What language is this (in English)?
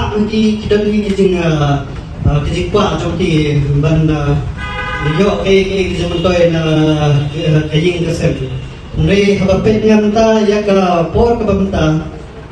Khasi